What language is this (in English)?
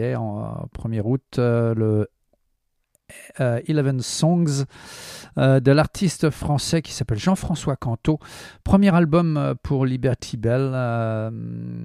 French